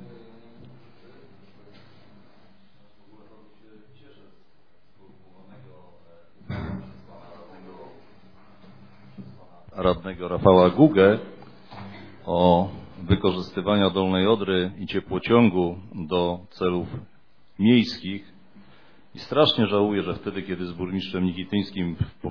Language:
Polish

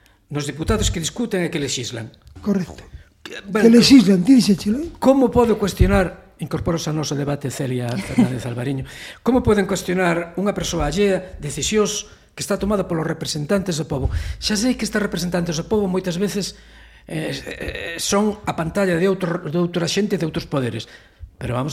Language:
Galician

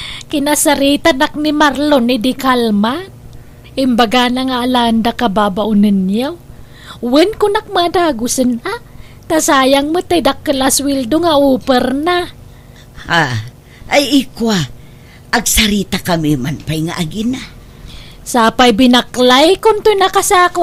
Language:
Iloko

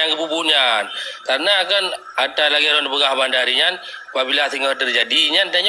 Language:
Achinese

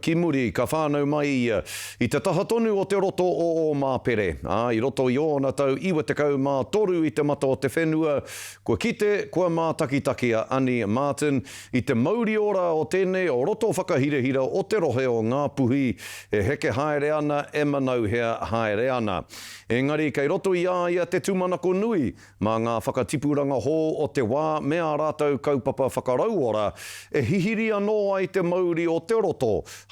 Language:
Māori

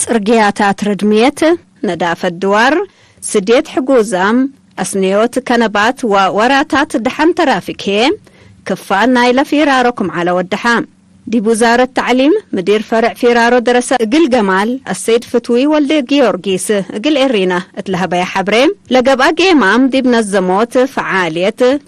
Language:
Tigre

